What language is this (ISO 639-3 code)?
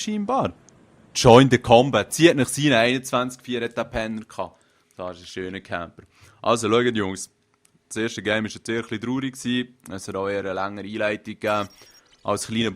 gsw